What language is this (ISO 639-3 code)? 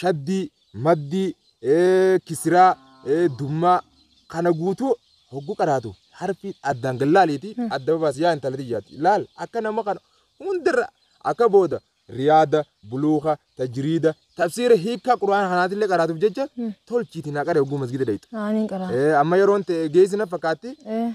orm